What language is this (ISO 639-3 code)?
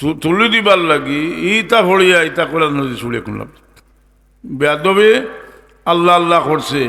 syl